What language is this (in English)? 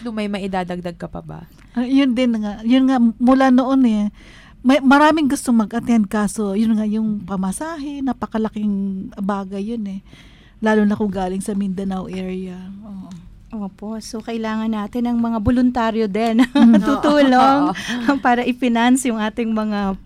Filipino